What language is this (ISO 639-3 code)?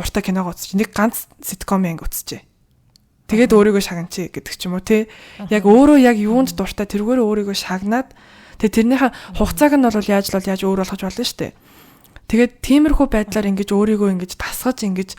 mon